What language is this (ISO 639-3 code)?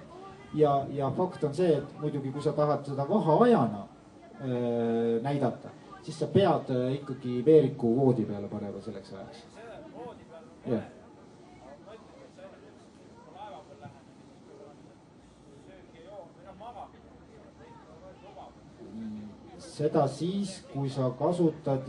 est